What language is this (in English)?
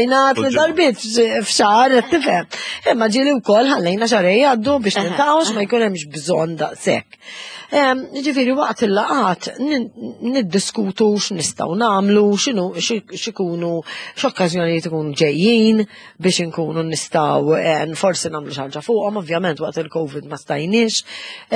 Maltese